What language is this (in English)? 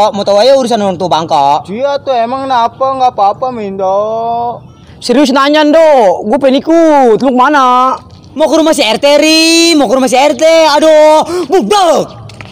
Betawi